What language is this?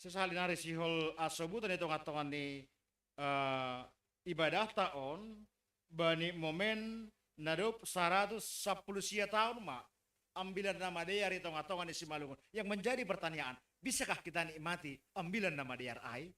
Batak Simalungun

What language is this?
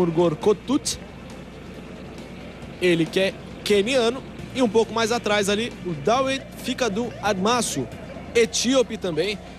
Portuguese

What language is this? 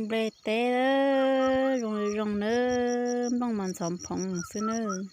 Hmong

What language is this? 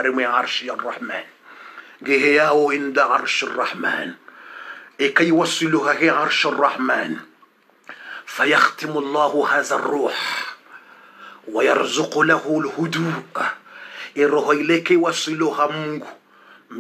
Swahili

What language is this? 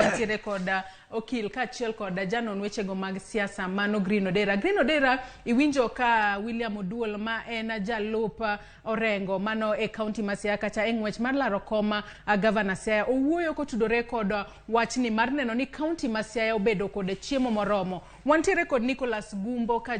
Luo (Kenya and Tanzania)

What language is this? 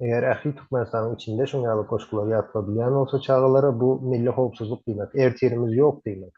Turkmen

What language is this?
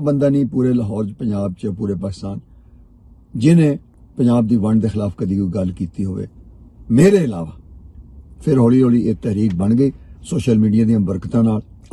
Western Panjabi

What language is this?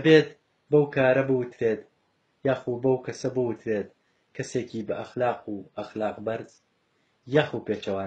Central Kurdish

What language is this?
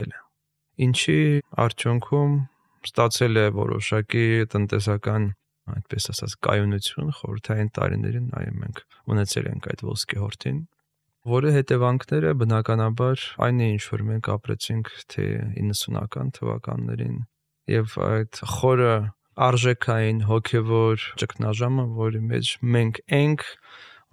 Armenian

